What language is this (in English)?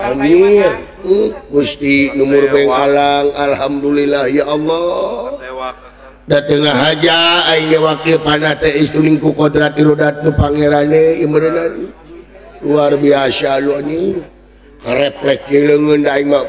Sundanese